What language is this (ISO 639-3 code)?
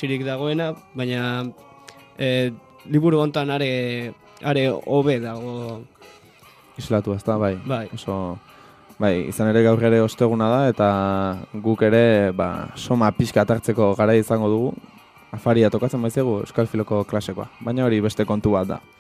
eus